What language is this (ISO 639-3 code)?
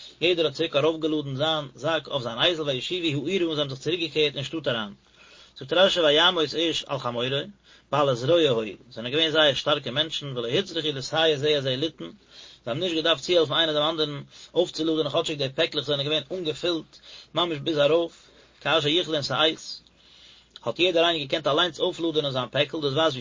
yid